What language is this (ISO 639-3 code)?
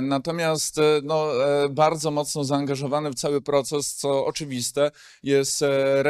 pol